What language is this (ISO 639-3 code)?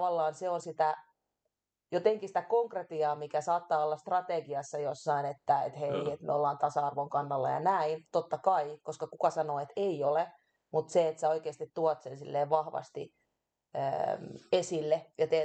fin